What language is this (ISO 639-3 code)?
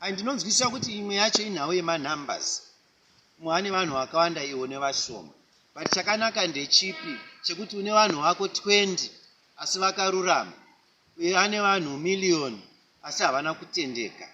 sna